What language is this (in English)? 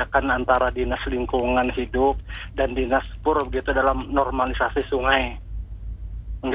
Indonesian